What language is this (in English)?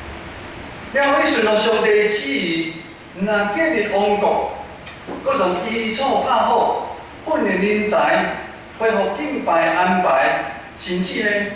Min Nan Chinese